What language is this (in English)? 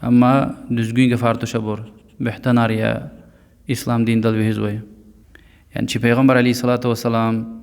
Lezghian